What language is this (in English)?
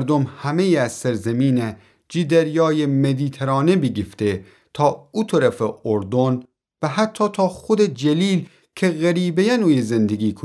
Gilaki